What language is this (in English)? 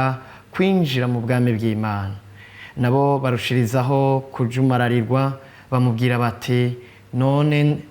Rundi